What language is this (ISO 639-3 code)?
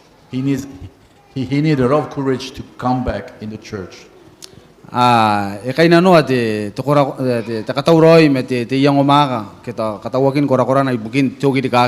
gil